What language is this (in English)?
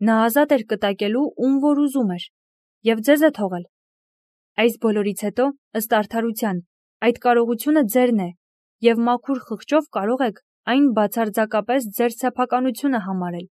Armenian